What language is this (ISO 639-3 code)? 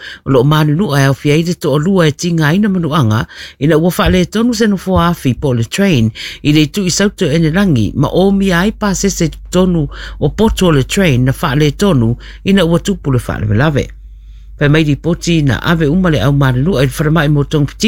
smo